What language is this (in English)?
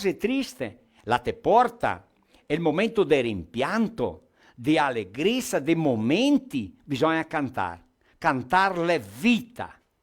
Venetian